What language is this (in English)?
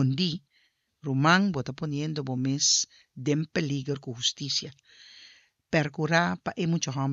Papiamento